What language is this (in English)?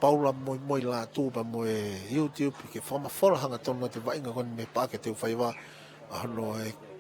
Tongan